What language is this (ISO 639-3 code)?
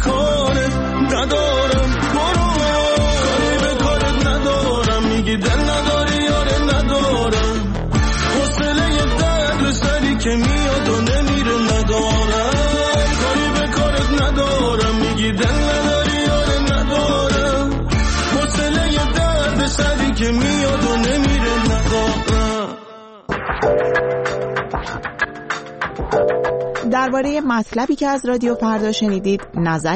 fas